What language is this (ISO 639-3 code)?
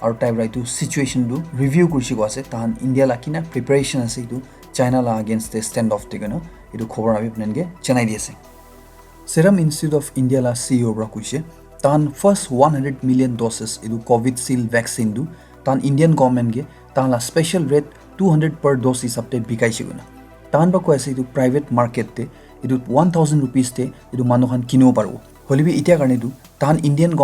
nag